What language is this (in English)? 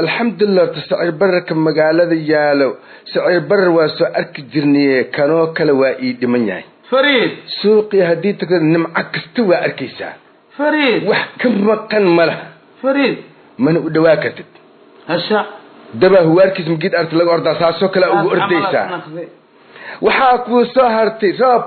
Somali